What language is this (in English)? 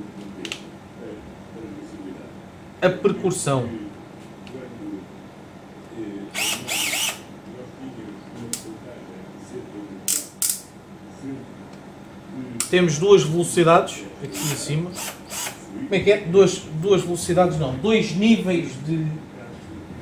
Portuguese